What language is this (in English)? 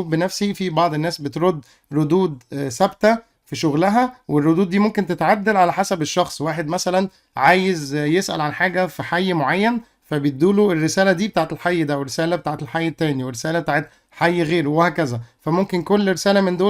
Egyptian Arabic